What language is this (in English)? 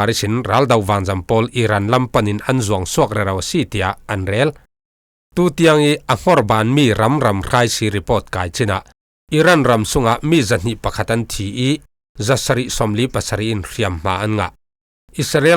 Falam Chin